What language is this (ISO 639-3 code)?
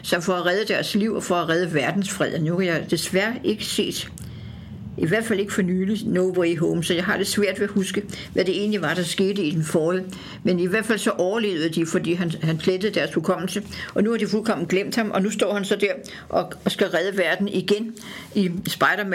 dan